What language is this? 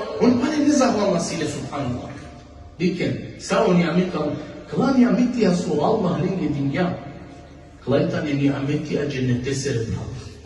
Balkan Romani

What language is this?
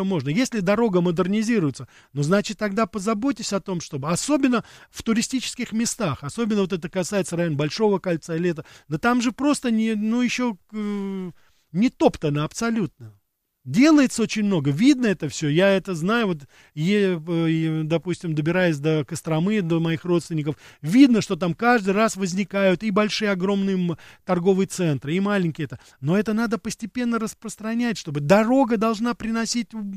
Russian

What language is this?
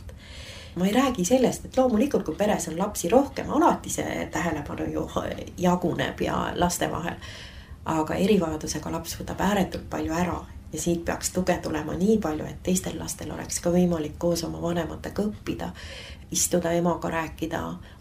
Estonian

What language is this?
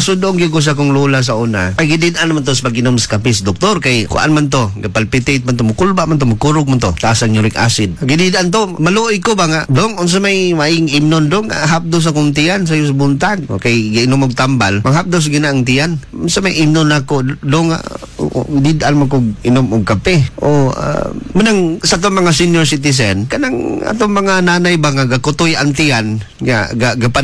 Cebuano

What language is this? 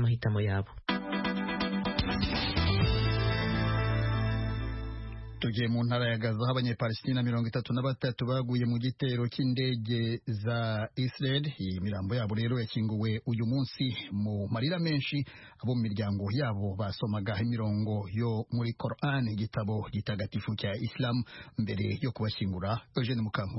Kinyarwanda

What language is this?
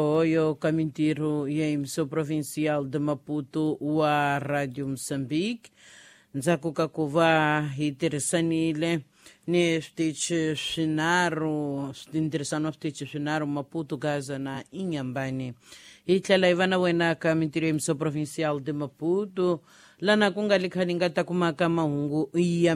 Tsonga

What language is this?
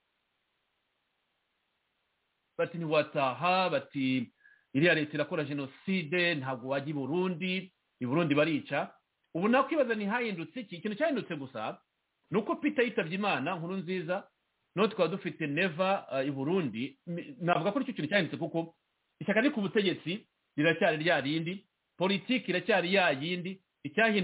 Kinyarwanda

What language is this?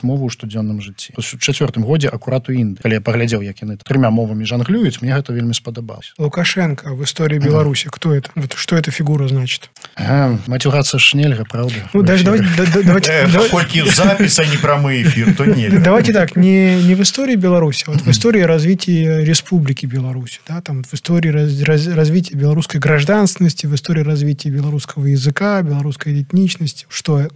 Belarusian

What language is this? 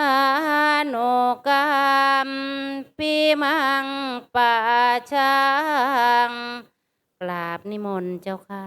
Northeastern Thai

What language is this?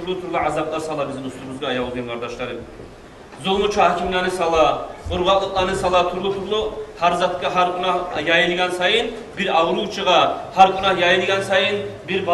Kumyk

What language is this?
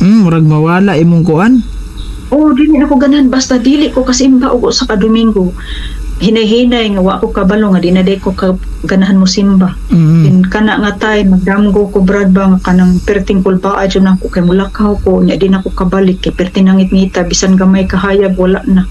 Cebuano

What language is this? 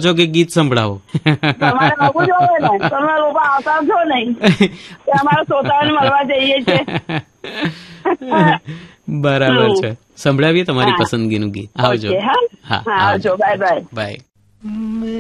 Gujarati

